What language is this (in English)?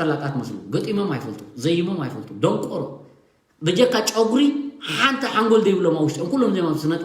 Tigrinya